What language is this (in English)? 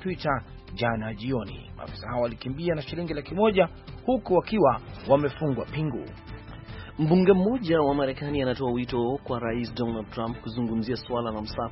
Swahili